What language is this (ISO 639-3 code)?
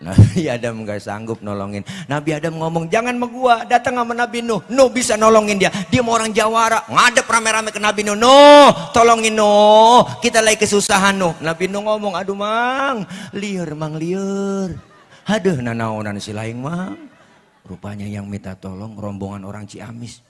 bew